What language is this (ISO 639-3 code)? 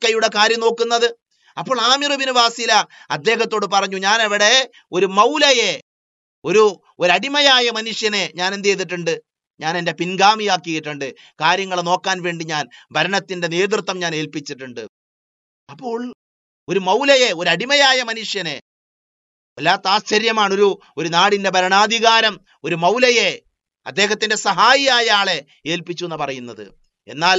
mal